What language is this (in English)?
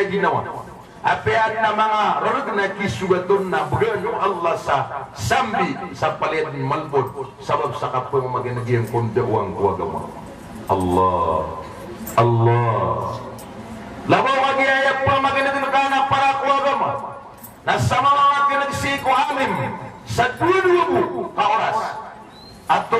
Maranao